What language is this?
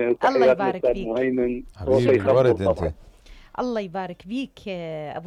Mesopotamian Arabic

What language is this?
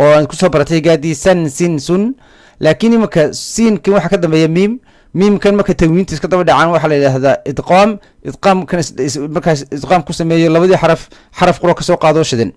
Somali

